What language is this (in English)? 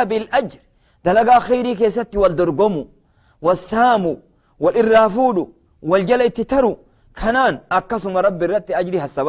Oromo